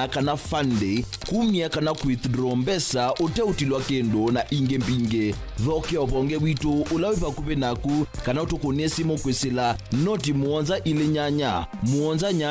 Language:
Kamba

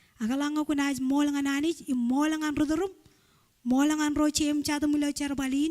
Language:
Marshallese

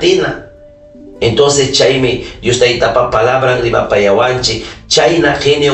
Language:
Ayacucho Quechua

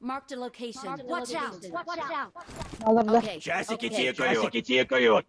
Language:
Yakut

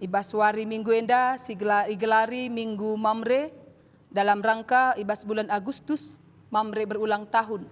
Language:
Batak Karo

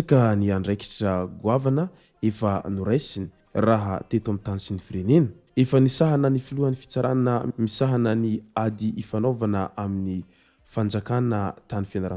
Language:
Malagasy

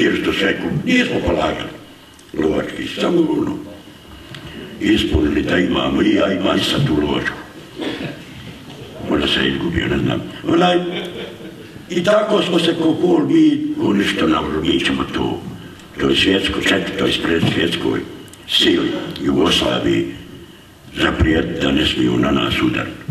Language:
Croatian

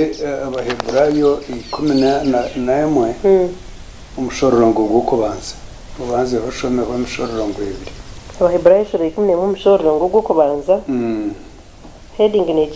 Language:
Nyankole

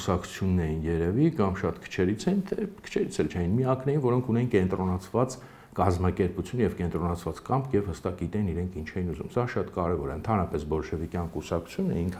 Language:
Armenian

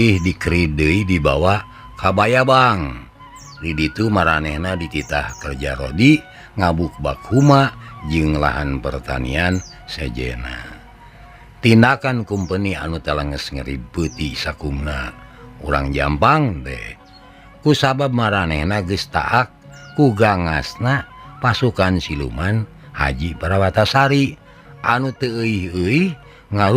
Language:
Sundanese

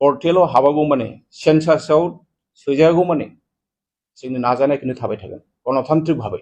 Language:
Bodo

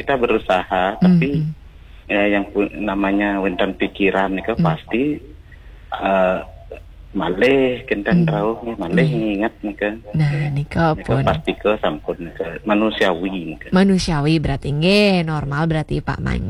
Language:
Balinese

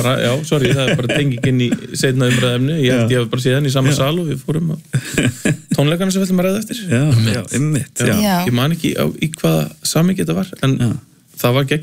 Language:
Icelandic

